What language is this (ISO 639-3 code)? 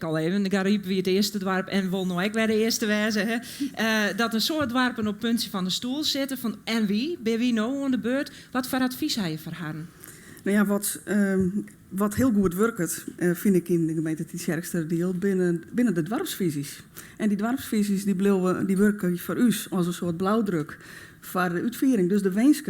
fry